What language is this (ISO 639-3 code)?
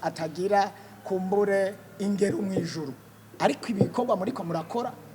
run